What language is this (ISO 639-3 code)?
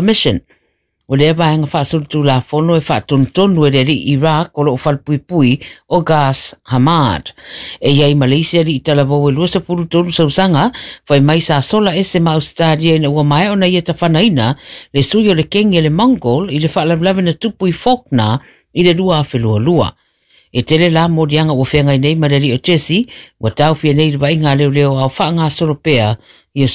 smo